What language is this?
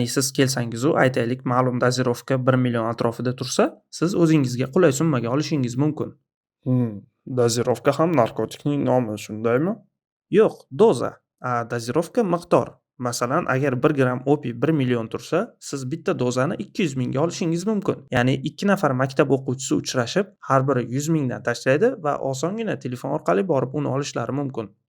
Uzbek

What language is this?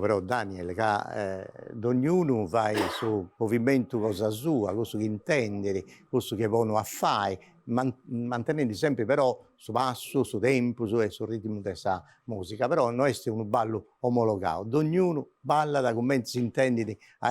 Sardinian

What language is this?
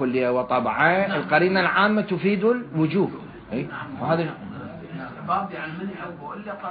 Mesopotamian Arabic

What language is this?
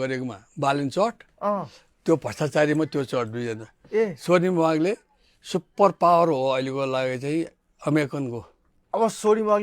Nepali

